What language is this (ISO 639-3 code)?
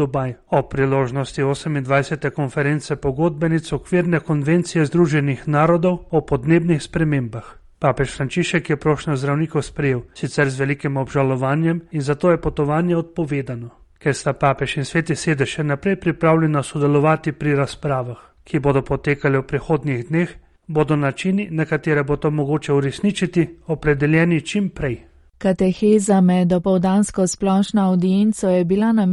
slv